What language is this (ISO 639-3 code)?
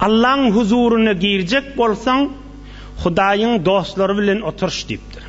tuk